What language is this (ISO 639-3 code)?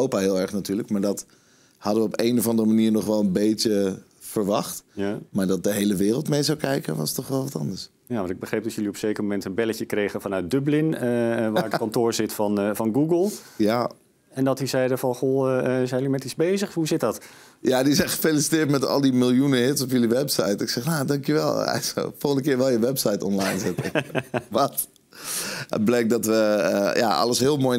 nld